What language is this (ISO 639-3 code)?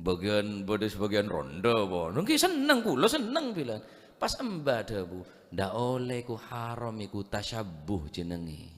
mad